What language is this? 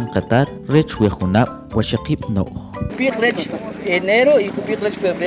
Kʼicheʼ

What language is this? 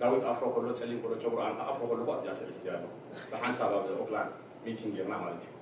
Tigrinya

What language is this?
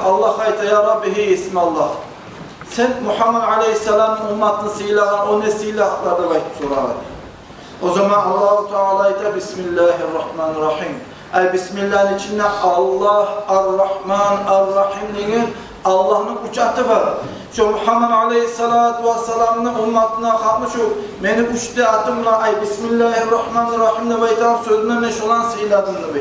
Kumyk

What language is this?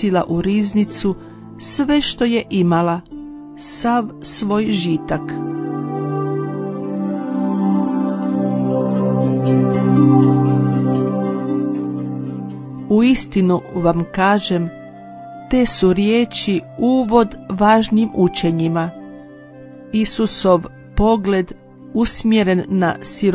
Croatian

